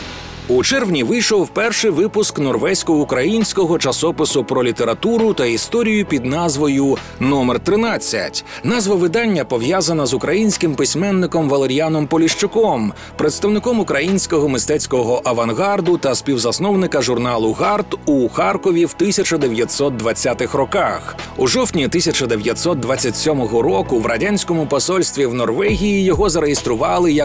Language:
Ukrainian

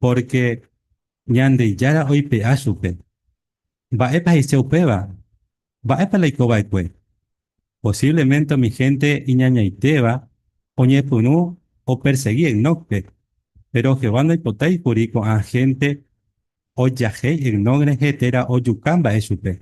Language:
Guarani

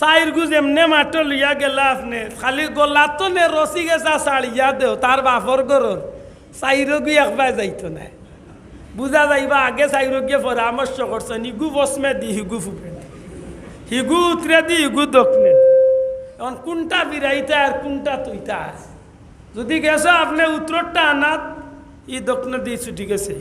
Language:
Sylheti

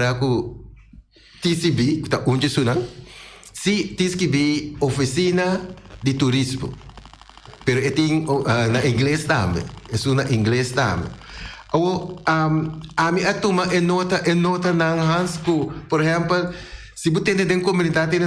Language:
Papiamento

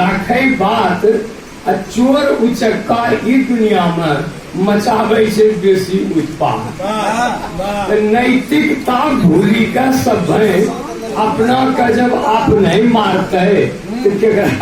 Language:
Angika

